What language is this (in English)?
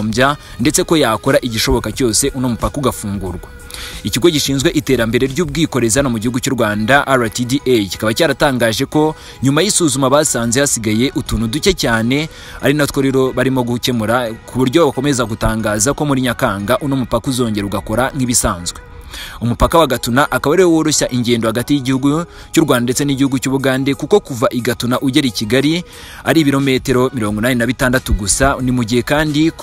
Kinyarwanda